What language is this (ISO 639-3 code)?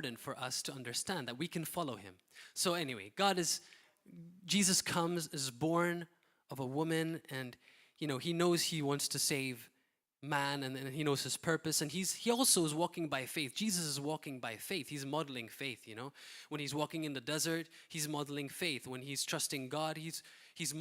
eng